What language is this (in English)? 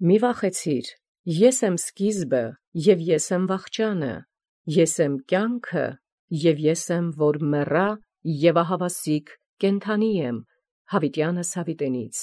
Armenian